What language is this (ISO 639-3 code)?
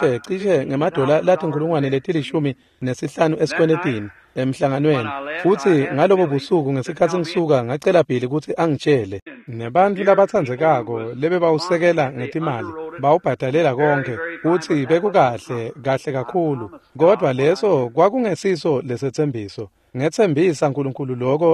ssw